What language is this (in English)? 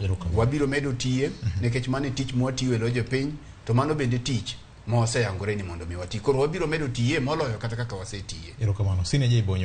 Luo (Kenya and Tanzania)